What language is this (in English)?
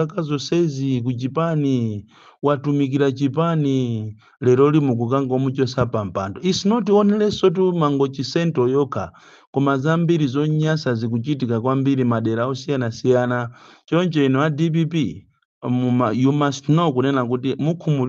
Nyanja